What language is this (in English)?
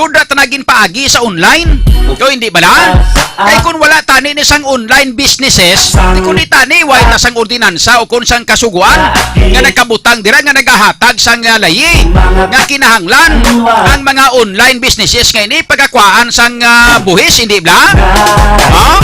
Hiligaynon